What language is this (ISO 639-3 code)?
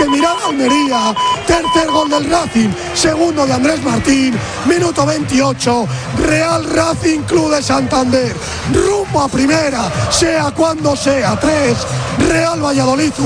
spa